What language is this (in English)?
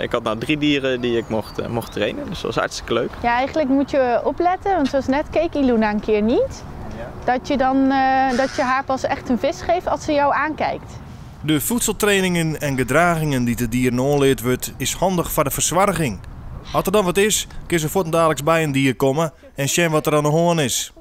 Western Frisian